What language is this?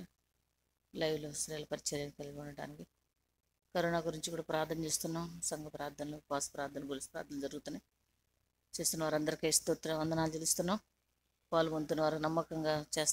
Telugu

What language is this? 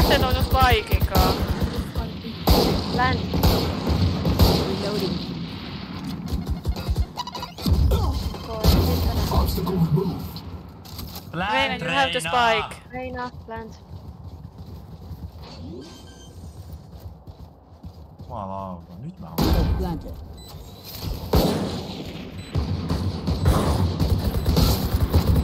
Finnish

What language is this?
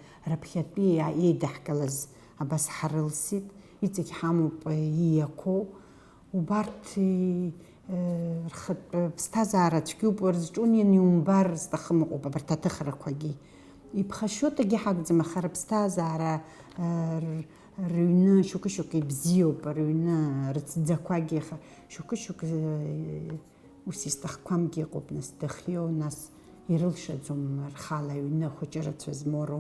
Abkhazian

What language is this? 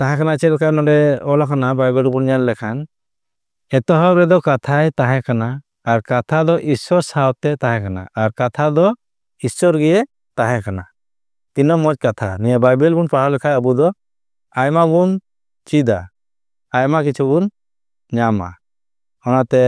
Santali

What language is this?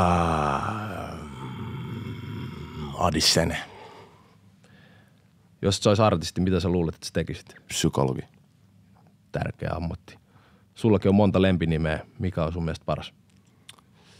Finnish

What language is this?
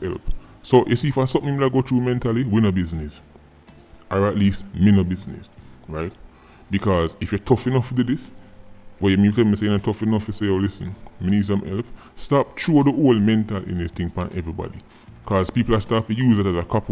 Jamaican Creole English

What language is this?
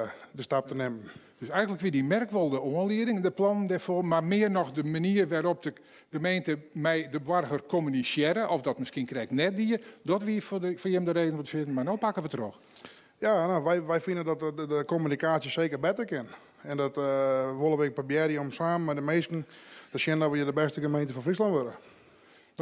Western Frisian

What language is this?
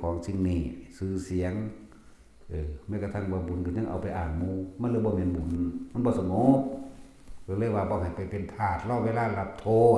Northeastern Thai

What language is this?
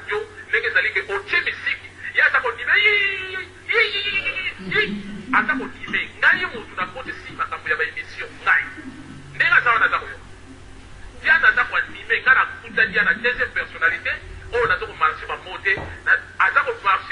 Lingala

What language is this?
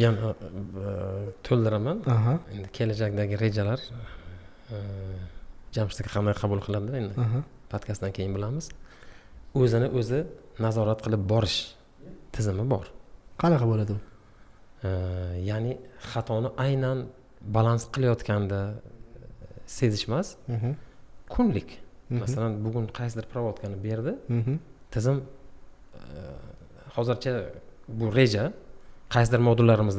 Uzbek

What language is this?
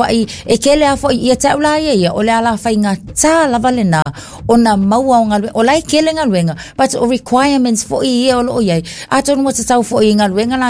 Samoan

